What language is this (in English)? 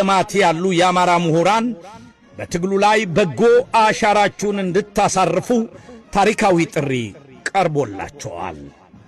Amharic